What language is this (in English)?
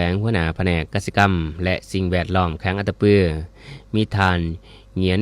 Lao